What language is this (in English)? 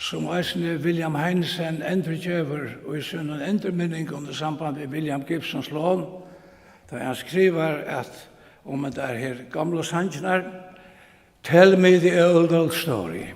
Faroese